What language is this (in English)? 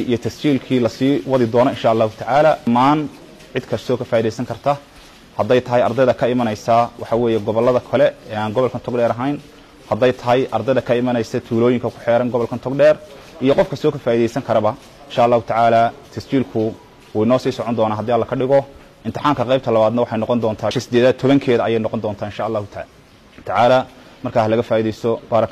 Somali